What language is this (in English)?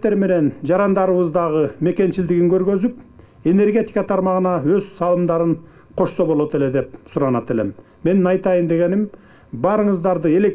Kyrgyz